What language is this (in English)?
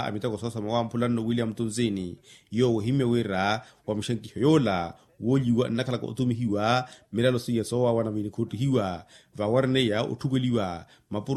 Makhuwa